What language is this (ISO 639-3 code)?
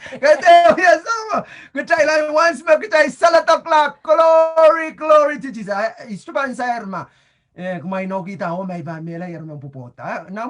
pon